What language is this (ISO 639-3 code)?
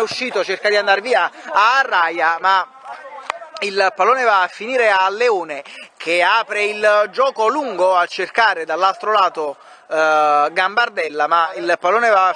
ita